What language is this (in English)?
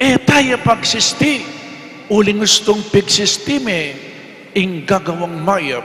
Pampanga